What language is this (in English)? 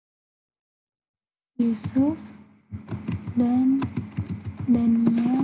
Indonesian